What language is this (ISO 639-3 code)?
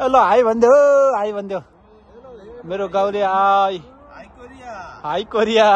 nep